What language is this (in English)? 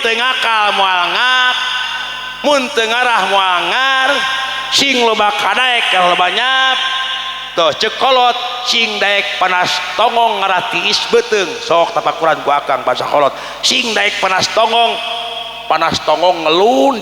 Sundanese